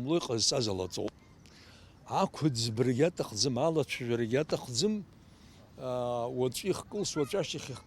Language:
Abkhazian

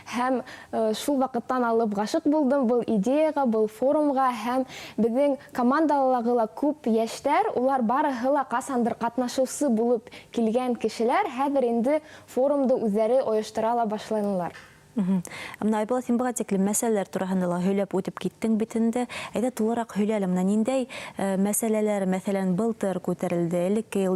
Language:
Bashkir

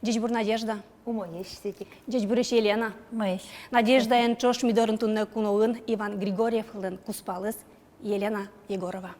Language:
Udmurt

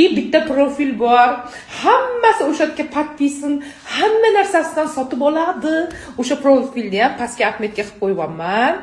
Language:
Uzbek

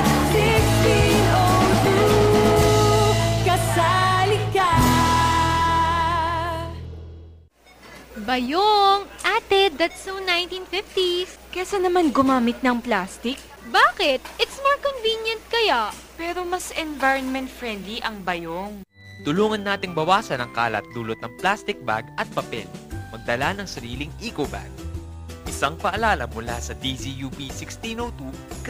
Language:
Filipino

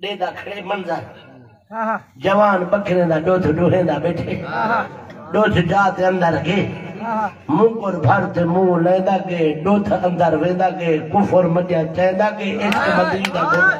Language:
Saraiki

